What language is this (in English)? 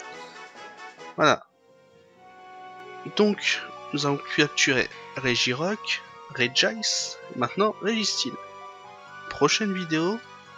French